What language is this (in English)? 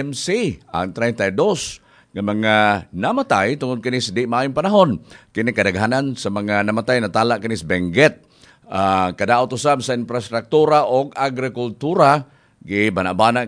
Cebuano